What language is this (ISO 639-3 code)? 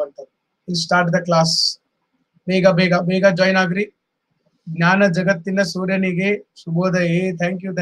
kan